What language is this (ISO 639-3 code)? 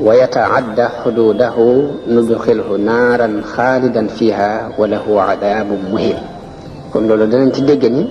wol